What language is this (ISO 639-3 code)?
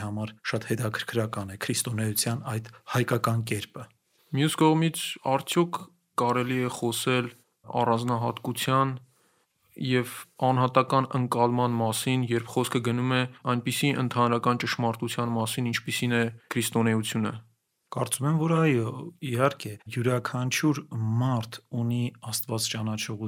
hye